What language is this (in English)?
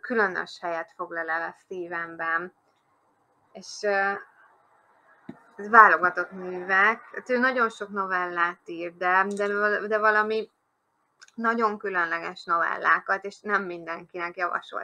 Hungarian